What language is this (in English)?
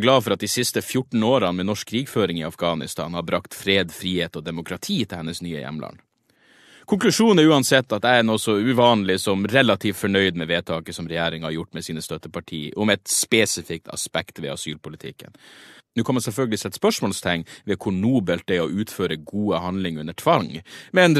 Norwegian